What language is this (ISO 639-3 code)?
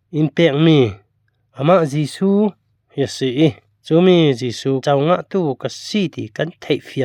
cfm